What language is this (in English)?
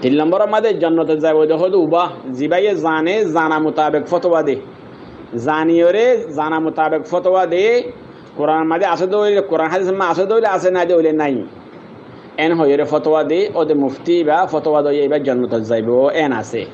Rohingya